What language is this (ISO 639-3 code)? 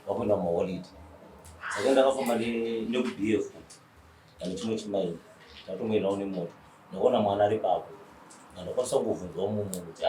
sna